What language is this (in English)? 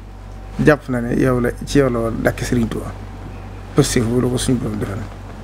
Wolof